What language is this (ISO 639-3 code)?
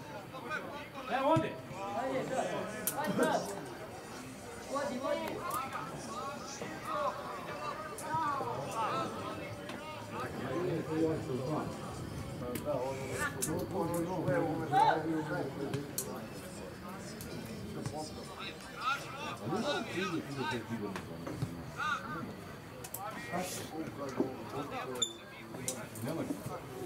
srp